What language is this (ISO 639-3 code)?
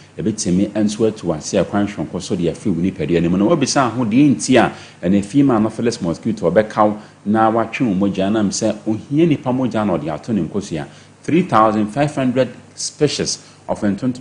aka